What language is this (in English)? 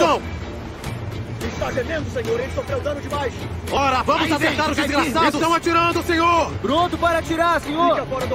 Portuguese